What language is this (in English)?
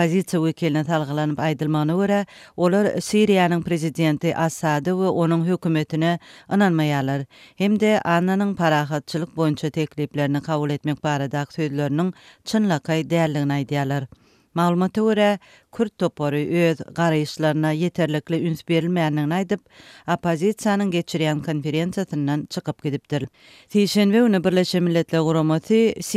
Turkmen